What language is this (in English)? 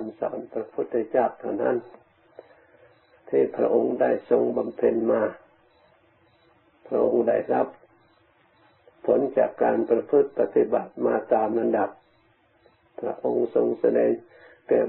Thai